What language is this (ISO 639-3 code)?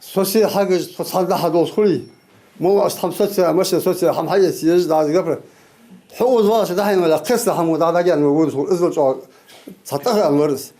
inh